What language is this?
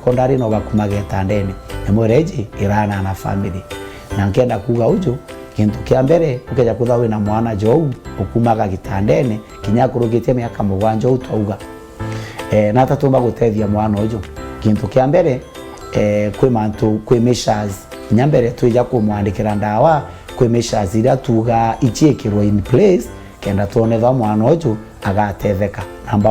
Meru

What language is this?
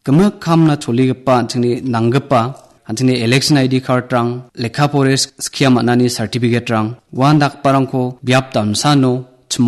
Garo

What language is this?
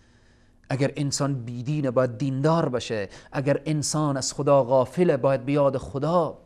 Persian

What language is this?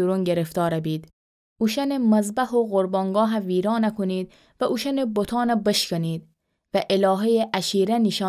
Gilaki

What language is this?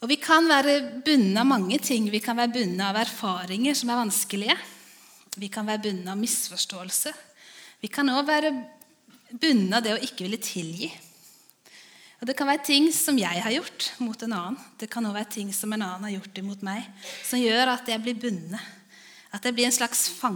Norwegian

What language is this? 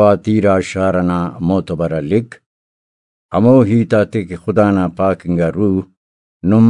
Brahui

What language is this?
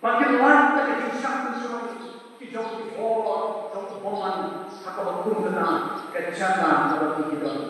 Khasi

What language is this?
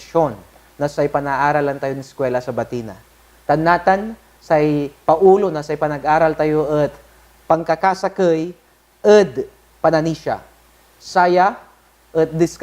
Pangasinan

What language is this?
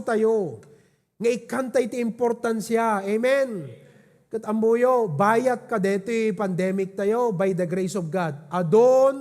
Iloko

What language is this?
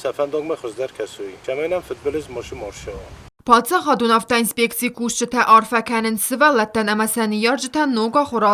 Ossetic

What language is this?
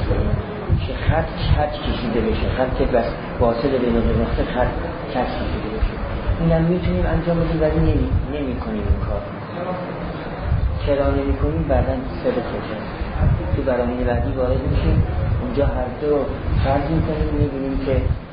Persian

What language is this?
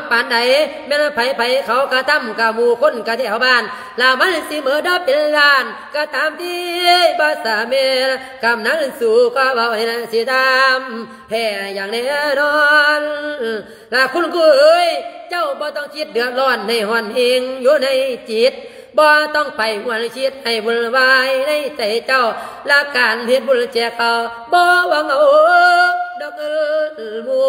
Lao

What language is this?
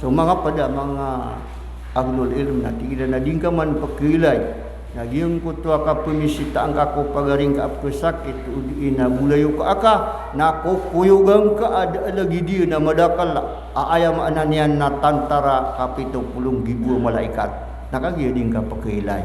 Maranao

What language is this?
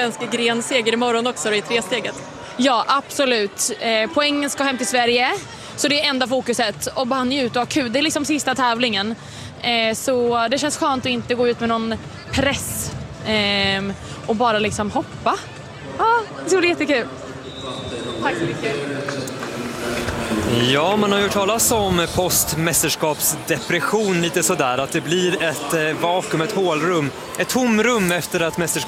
Swedish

